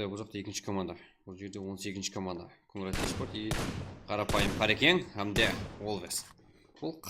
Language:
Kara-Kalpak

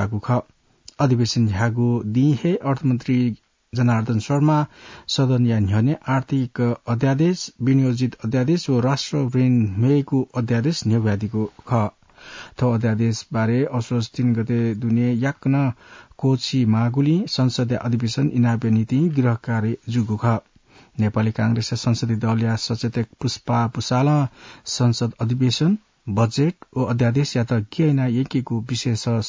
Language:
Newari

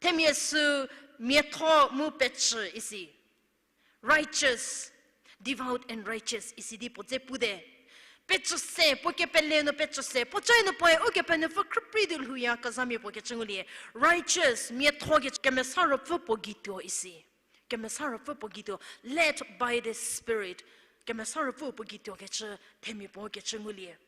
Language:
Angami Naga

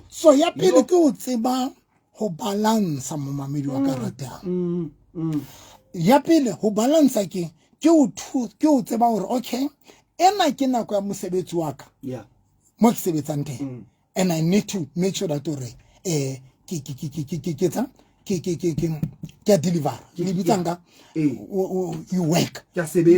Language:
Southern Sotho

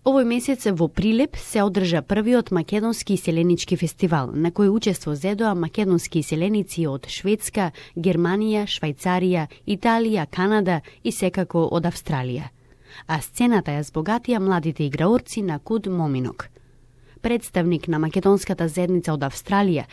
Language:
Macedonian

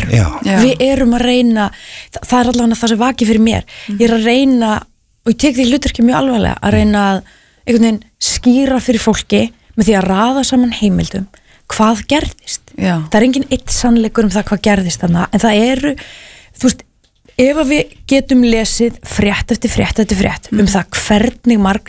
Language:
Icelandic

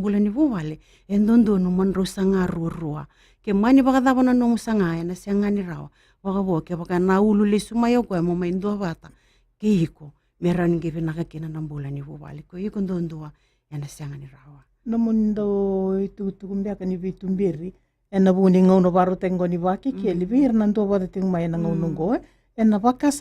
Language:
Fijian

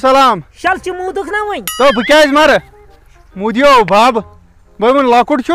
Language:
Kashmiri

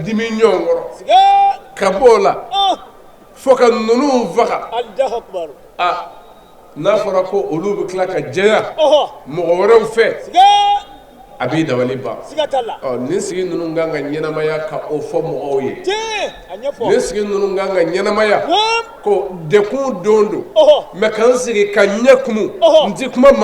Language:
Bambara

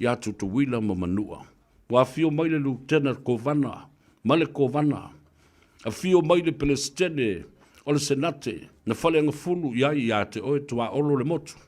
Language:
Samoan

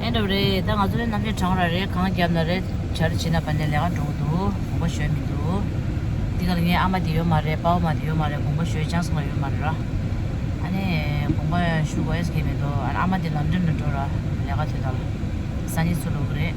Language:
Tibetan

